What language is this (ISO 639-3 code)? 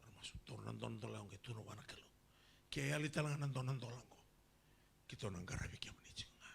fij